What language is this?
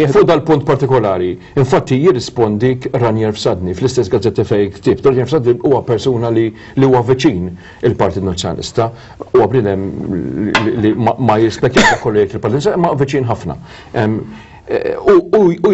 Maltese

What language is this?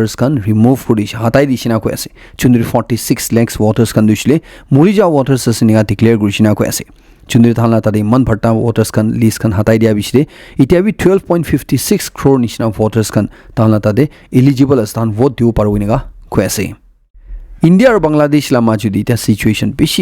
Naga Pidgin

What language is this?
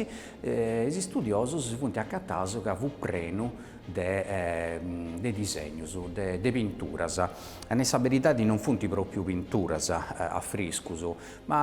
Sardinian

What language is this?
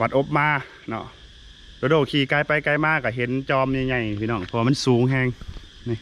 Lao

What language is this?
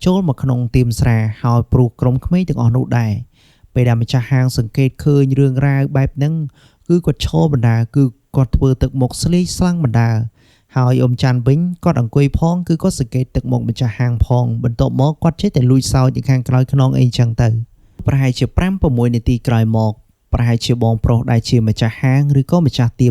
Khmer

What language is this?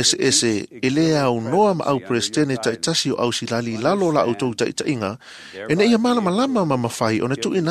Samoan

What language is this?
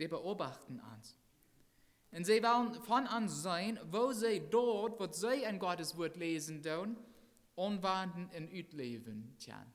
Plautdietsch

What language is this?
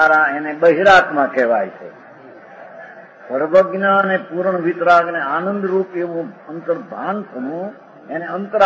Gujarati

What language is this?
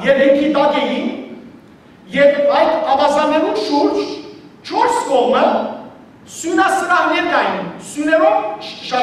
Western Armenian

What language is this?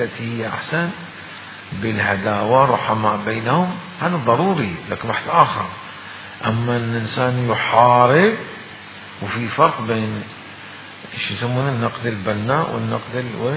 Mesopotamian Arabic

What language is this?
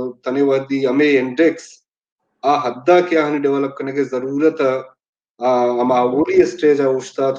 Baluchi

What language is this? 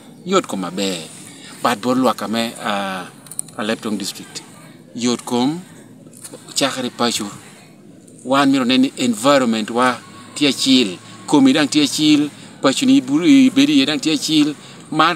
Lango (Uganda)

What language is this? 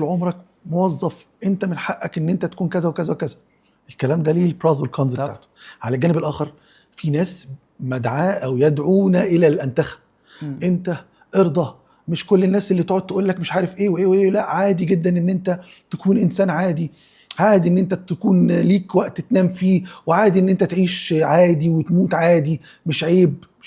Egyptian Arabic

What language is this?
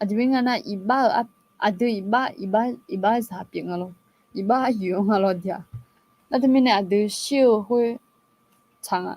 Akha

